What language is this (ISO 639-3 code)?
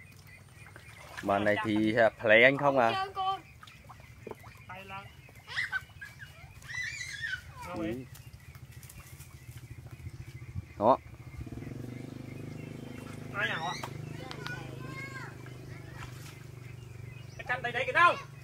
vie